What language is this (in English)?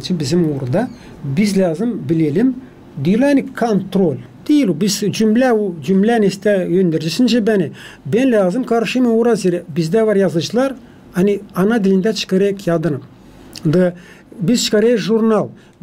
Gagauz